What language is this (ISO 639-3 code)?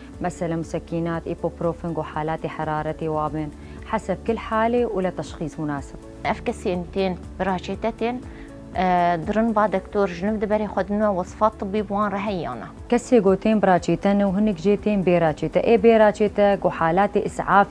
kur